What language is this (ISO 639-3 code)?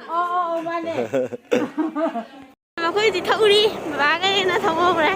mni